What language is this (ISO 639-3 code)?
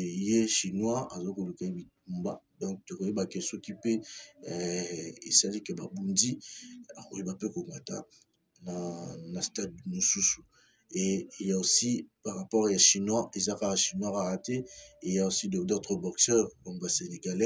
fra